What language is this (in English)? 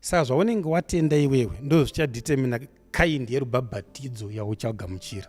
Shona